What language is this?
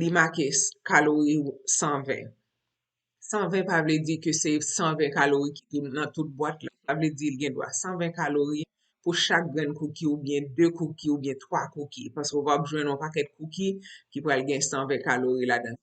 Haitian Creole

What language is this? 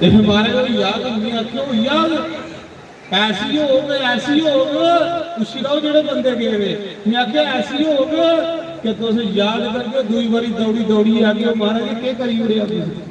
Dogri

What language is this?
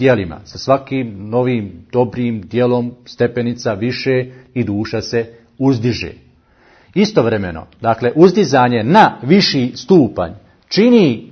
Bosnian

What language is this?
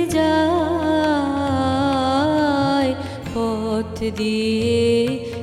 Bangla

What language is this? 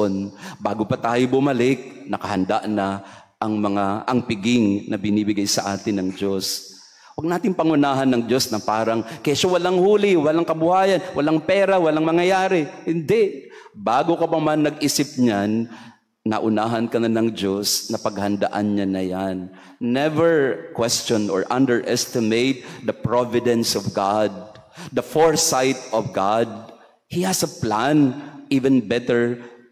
Filipino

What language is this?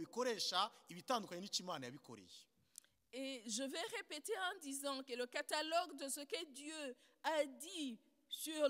Kinyarwanda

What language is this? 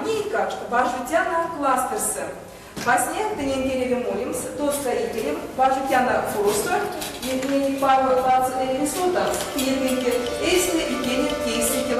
Erzya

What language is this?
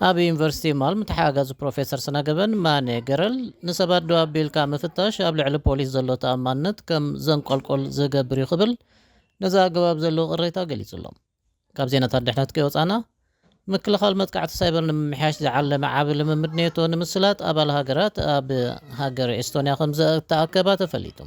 Tigrinya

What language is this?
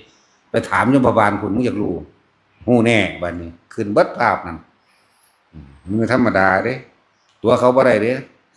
Northeastern Thai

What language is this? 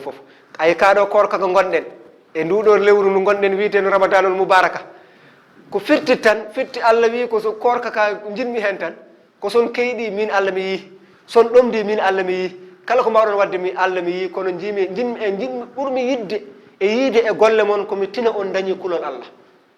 Fula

